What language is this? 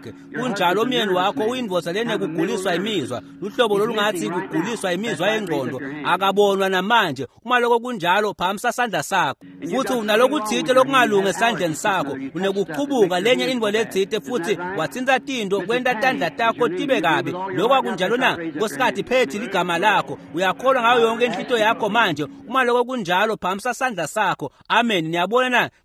Swati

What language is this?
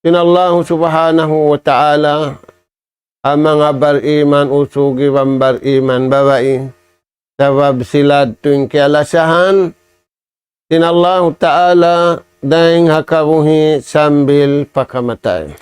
Tausug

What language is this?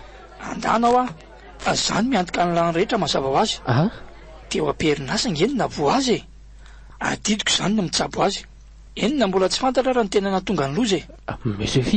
Malagasy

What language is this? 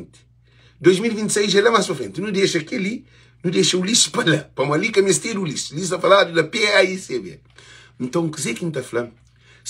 Kabuverdianu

